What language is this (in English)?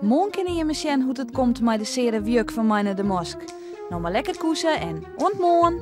Western Frisian